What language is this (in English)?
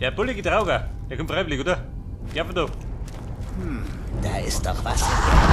Bavarian